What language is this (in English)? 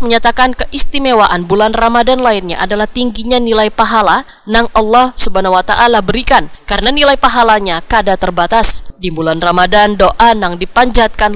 Banjar